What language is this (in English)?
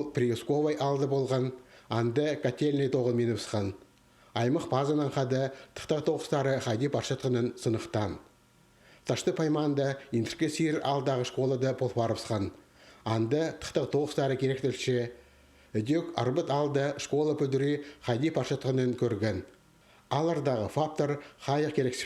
Khakas